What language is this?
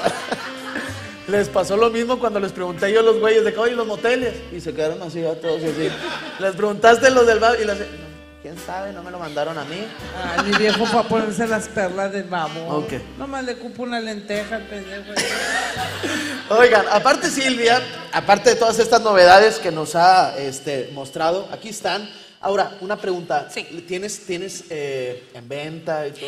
Spanish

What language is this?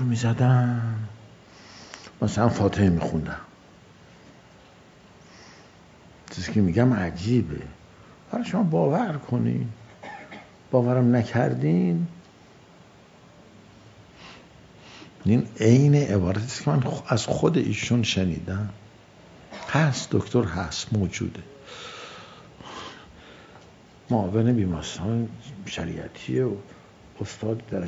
Persian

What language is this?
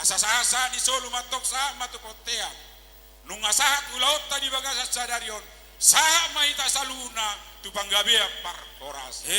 Batak Toba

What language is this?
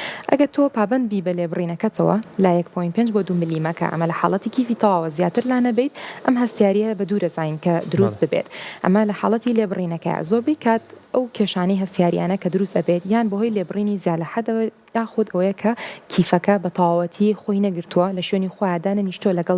Central Kurdish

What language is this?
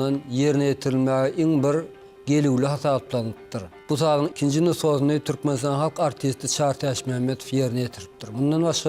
Turkmen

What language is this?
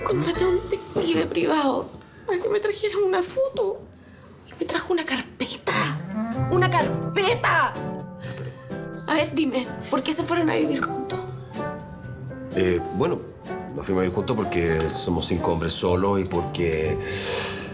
Spanish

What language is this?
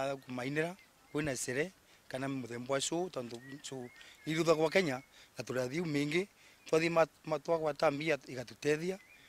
Meru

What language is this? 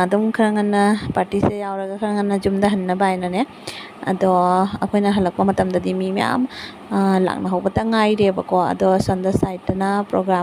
Manipuri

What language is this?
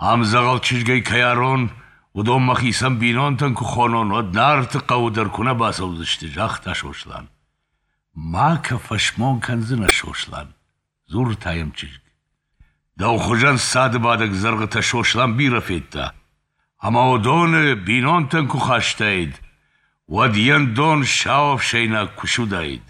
Ossetic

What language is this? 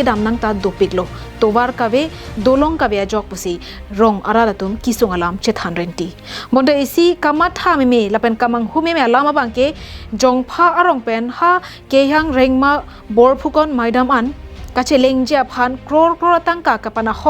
Karbi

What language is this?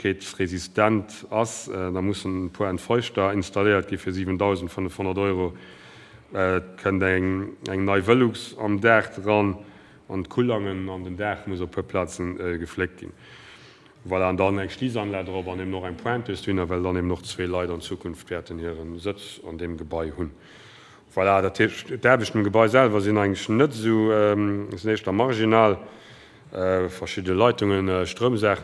Luxembourgish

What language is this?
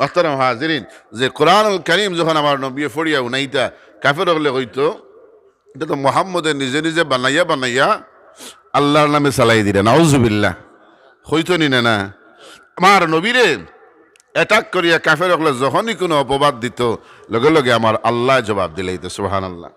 Sylheti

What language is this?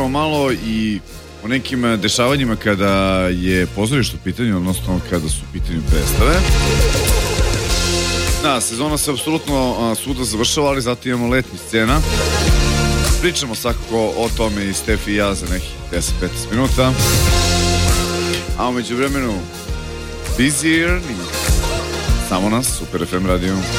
Serbian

